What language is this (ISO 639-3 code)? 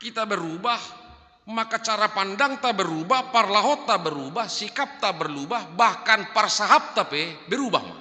bts